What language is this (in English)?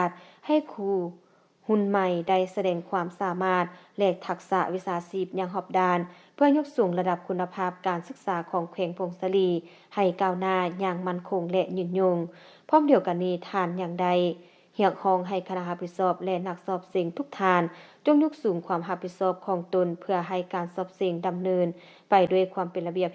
Lao